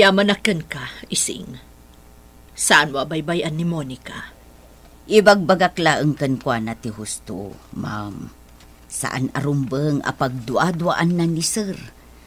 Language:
Iloko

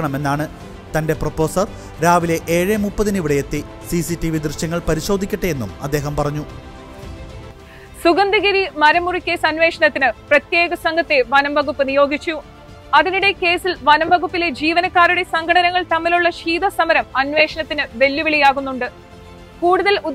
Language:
Malayalam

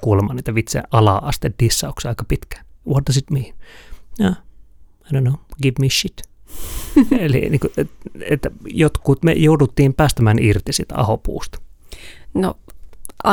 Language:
Finnish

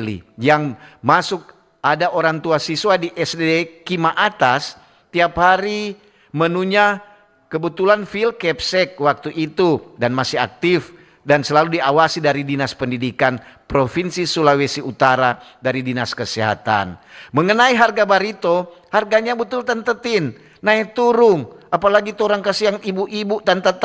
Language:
Manado Malay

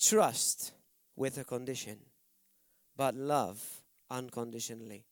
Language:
English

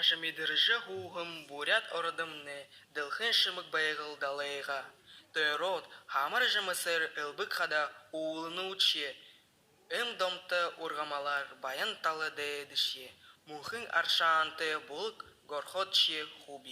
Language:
Buriat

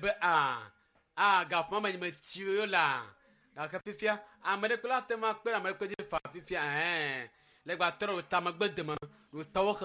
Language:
Ewe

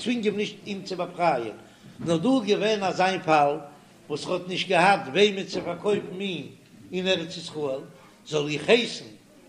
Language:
Yiddish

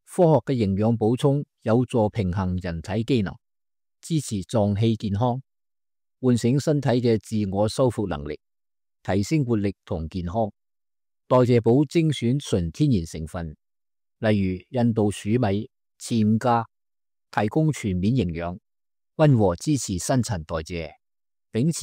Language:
Cantonese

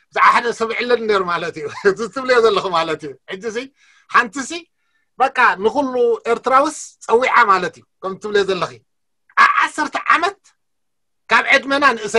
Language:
Tigrinya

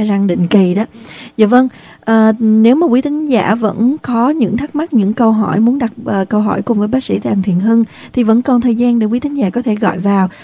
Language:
Vietnamese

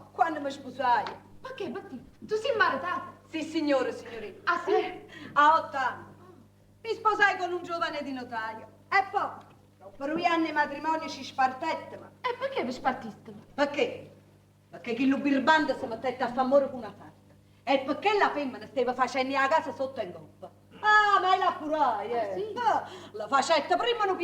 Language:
Neapolitan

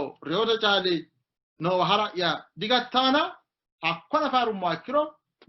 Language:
Sidamo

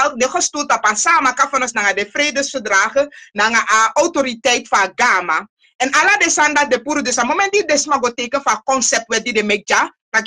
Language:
Sranan Tongo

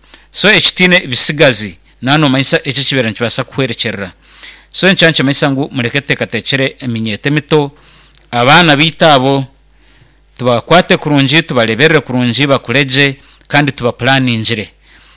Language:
Nyankole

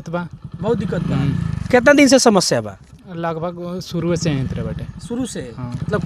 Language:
Bhojpuri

